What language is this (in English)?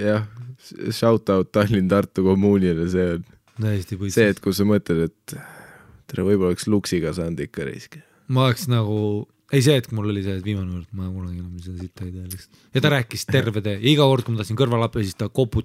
Estonian